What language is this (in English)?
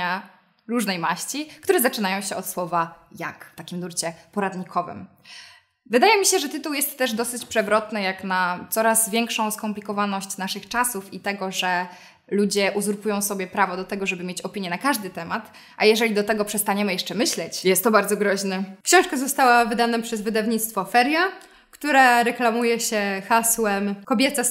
Polish